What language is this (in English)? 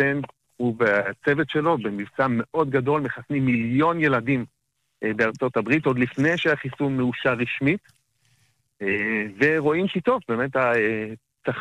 Hebrew